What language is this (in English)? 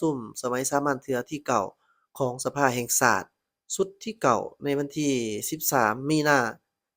Lao